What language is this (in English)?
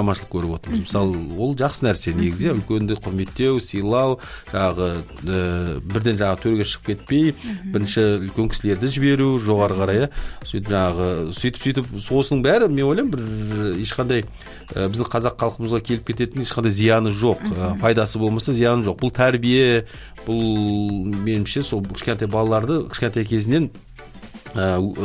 Kazakh